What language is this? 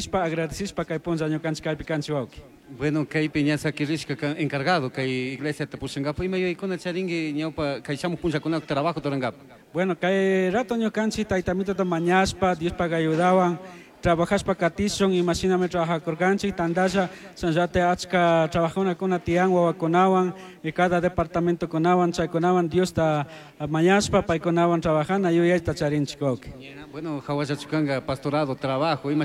Chimborazo Highland Quichua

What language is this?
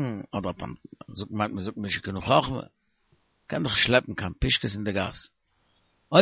Yiddish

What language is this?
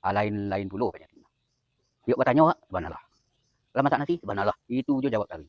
Minangkabau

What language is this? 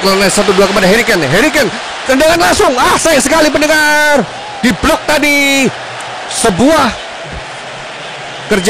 Indonesian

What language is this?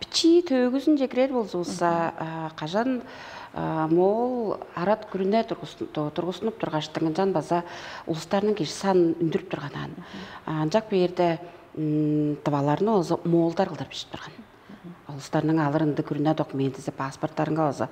Tuvinian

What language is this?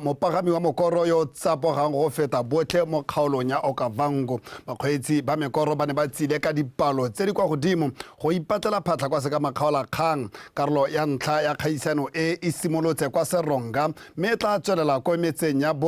Tswana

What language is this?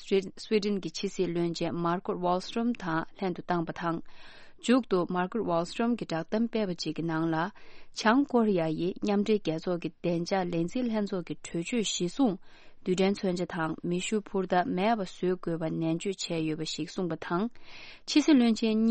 Tibetan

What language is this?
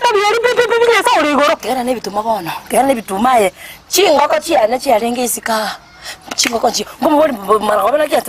Gusii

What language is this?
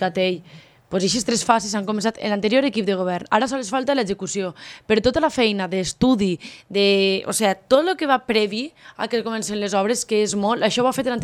Catalan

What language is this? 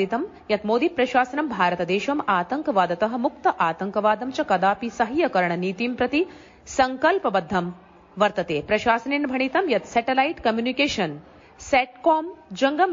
Sanskrit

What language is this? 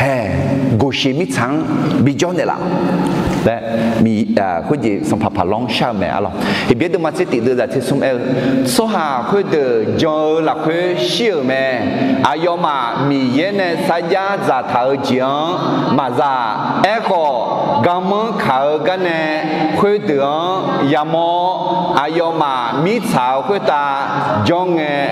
Akha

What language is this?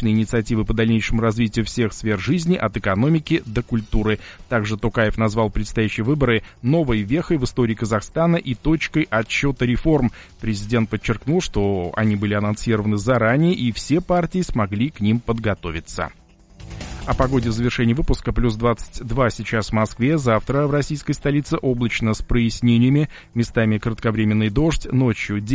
Russian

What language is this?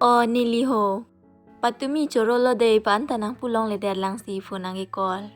Karbi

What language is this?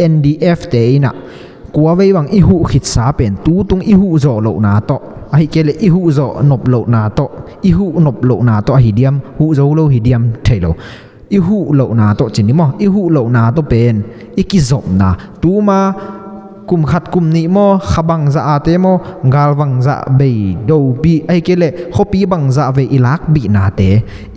Tedim Chin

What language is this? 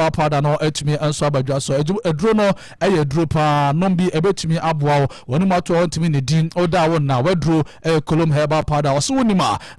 Akan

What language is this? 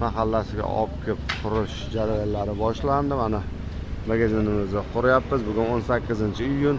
Uzbek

